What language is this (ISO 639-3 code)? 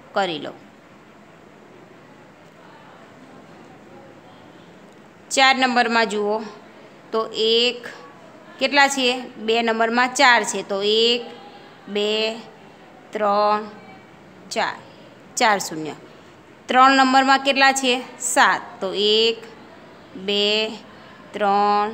guj